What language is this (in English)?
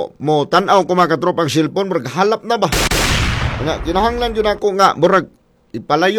Cebuano